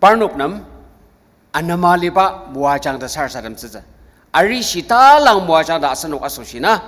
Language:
Ao Naga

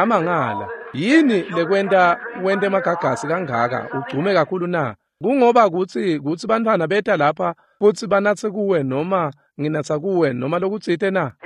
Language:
Swati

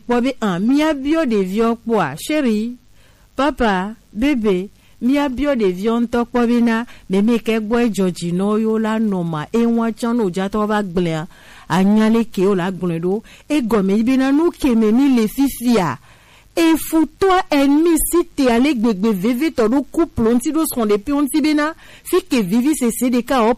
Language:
Gen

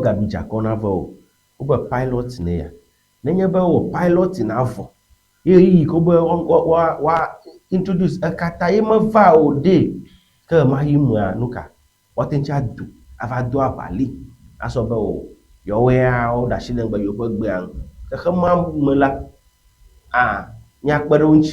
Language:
Ewe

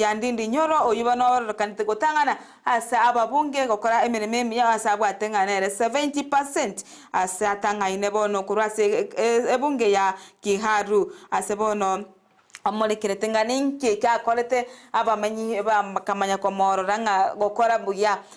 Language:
Gusii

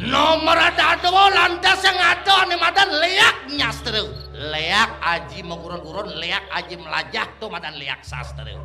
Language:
Balinese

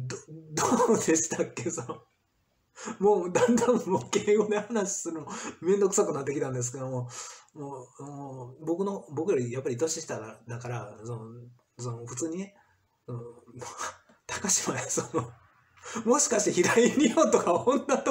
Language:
Japanese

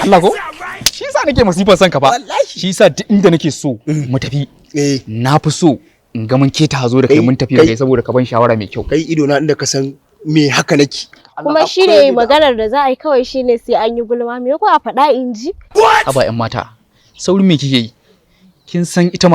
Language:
Hausa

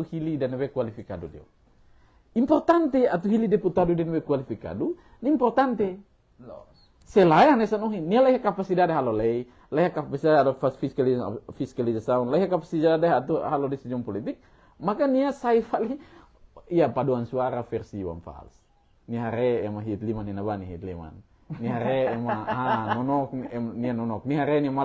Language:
Tetum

